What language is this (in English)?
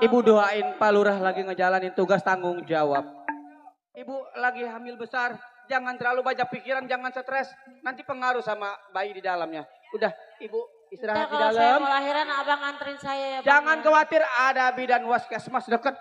Betawi